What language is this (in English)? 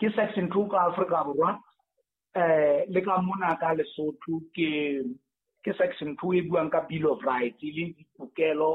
Southern Sotho